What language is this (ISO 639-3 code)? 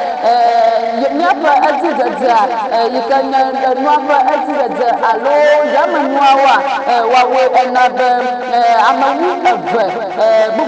ewe